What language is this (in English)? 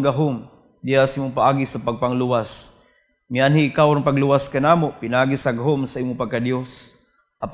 Cebuano